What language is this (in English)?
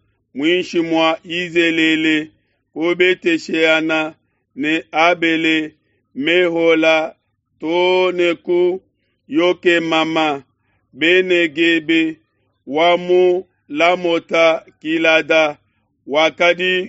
Luba-Lulua